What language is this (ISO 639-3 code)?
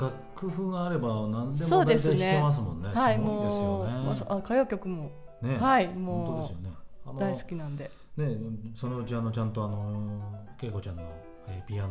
jpn